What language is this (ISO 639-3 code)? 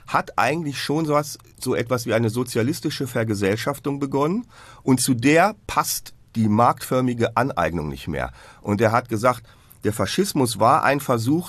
deu